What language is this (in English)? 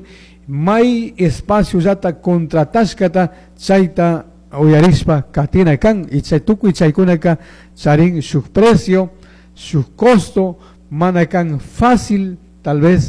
Chimborazo Highland Quichua